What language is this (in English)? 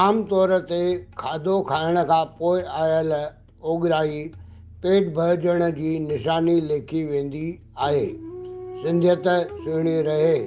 Sindhi